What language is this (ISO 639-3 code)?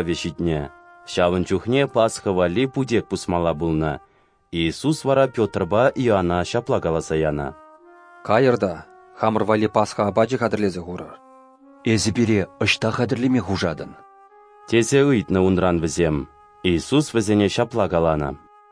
chv